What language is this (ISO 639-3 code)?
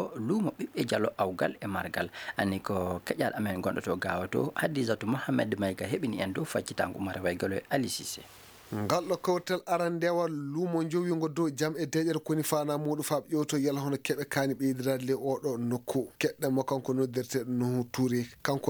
ffm